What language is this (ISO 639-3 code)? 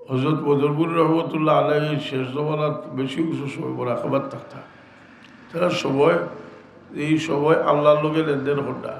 syl